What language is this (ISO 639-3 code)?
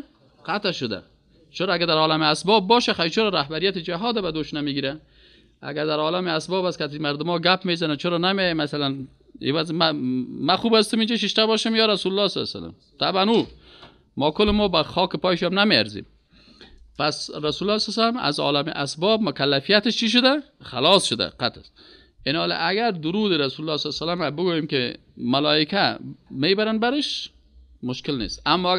fas